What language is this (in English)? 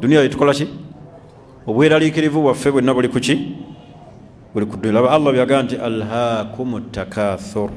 Ganda